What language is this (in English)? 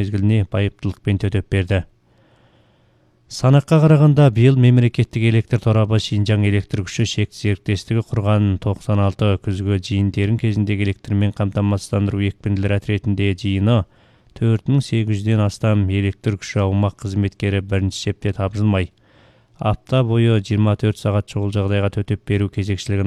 Kazakh